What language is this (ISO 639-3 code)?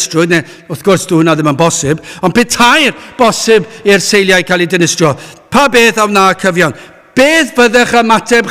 cym